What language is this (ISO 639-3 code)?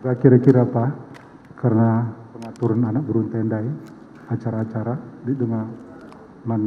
btx